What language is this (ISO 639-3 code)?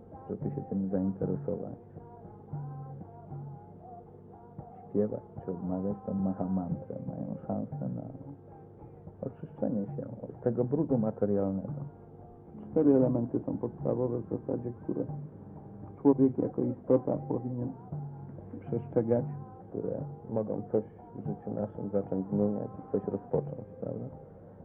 pol